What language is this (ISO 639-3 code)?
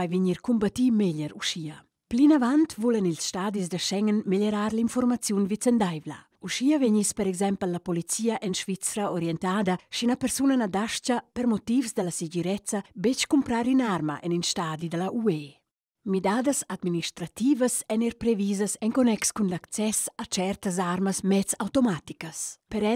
roh